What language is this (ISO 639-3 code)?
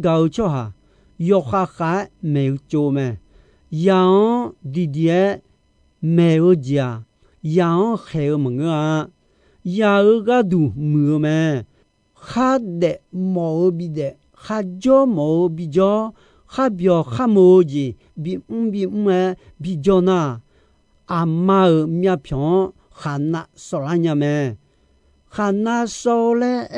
ahk